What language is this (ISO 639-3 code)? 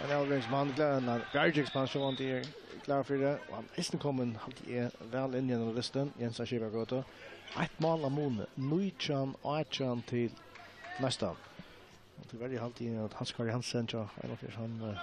fao